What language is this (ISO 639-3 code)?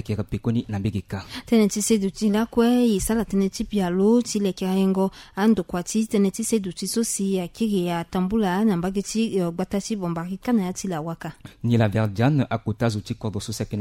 sag